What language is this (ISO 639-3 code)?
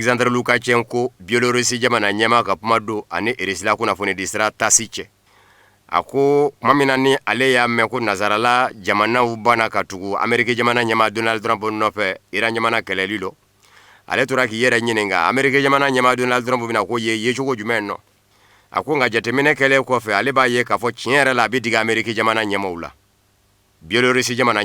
bam